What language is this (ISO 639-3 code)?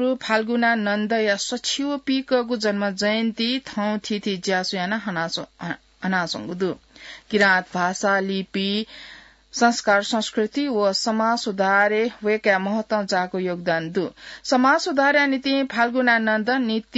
new